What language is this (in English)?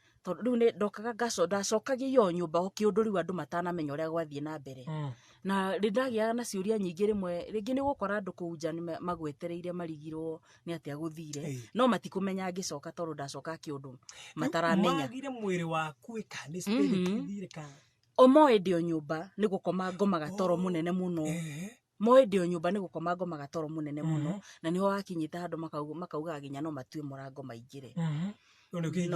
Kikuyu